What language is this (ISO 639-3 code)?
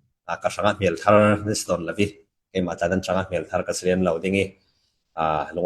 cfm